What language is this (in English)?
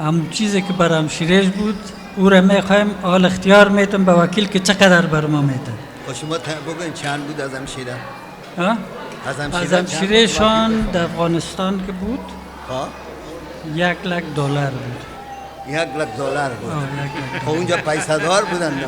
Kurdish